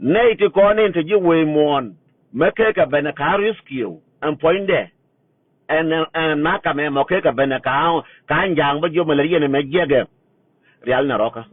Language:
Nuer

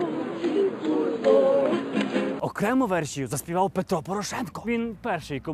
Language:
Ukrainian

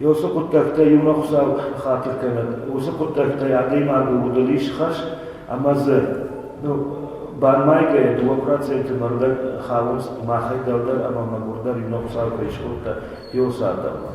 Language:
Ossetic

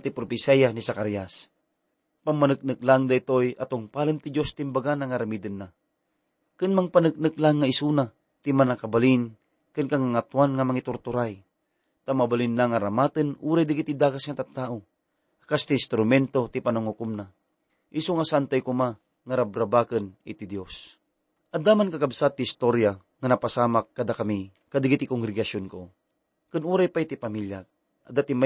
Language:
Iloko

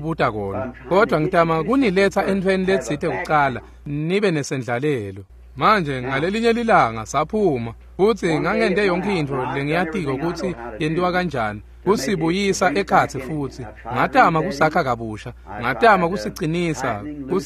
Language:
Swati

